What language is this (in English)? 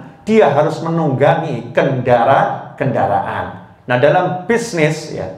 Indonesian